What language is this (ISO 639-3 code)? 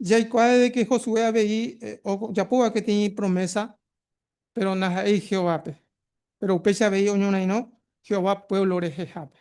grn